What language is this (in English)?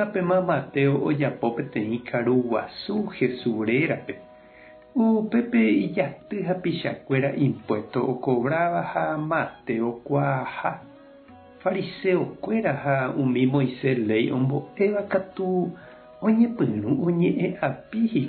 Guarani